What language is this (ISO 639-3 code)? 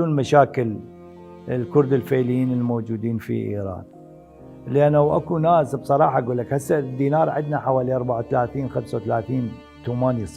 acm